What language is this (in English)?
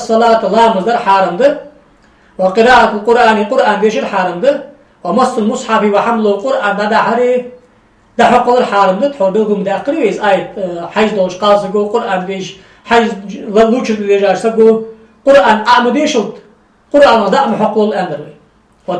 Ingush